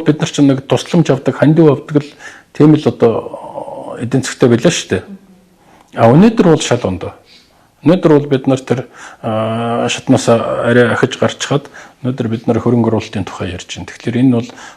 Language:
Mongolian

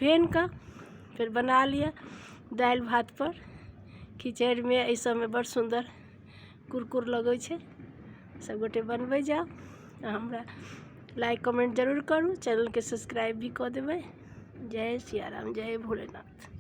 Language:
Maithili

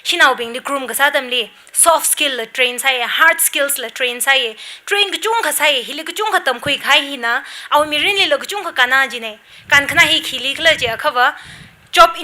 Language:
Tangkhul Naga (India)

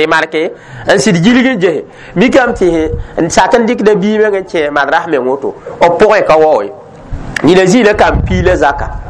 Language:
Mossi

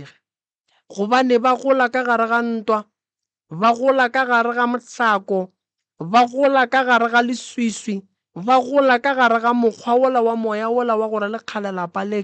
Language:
Northern Sotho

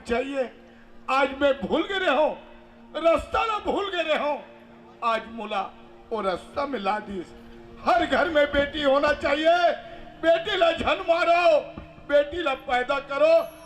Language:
Chhattisgarhi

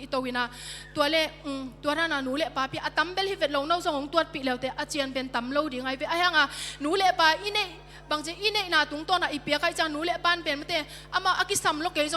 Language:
Tedim Chin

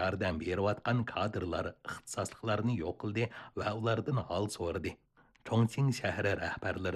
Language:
Uyghur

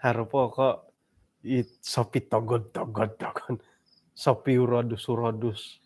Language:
Central Dusun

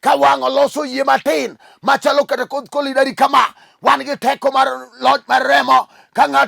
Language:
Luo (Kenya and Tanzania)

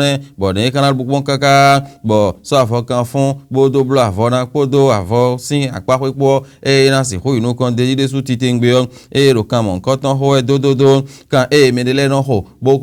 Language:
Fon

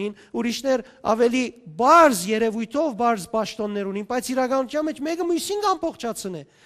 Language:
Western Armenian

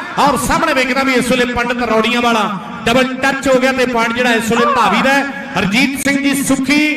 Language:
Punjabi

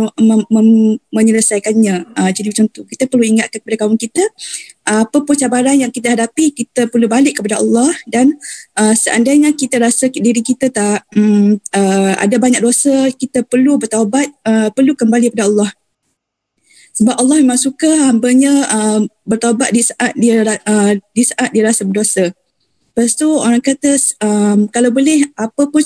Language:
Malay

